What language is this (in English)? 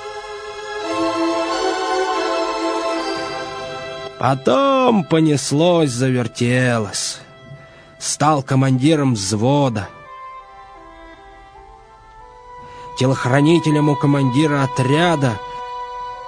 Russian